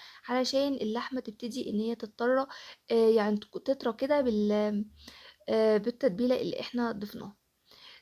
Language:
Egyptian Arabic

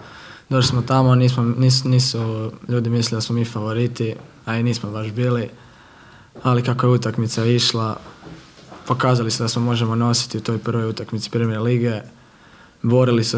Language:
Croatian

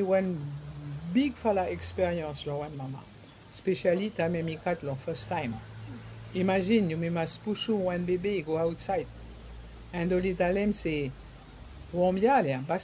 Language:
Bislama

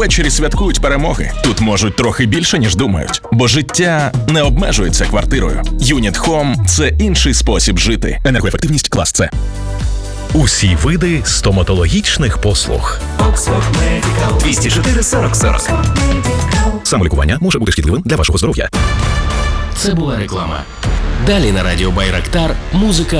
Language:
Ukrainian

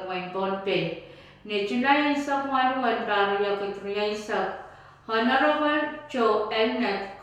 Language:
Pohnpeian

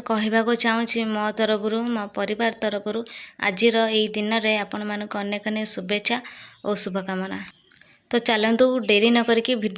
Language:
Odia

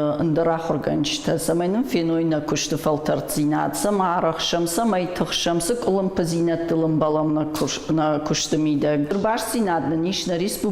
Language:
Ossetic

